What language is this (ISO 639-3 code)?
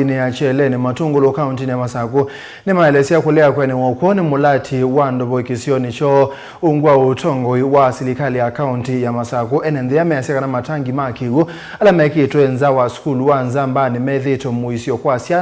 kam